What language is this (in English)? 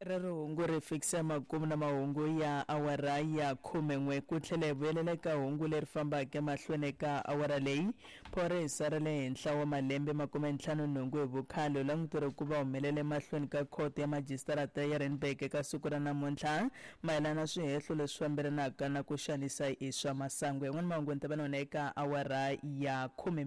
Tsonga